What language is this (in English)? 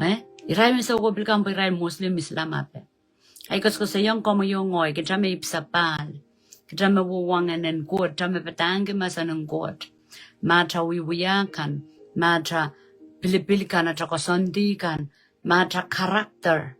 Pohnpeian